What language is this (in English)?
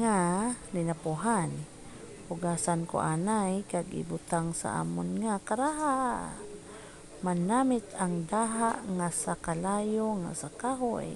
Hiligaynon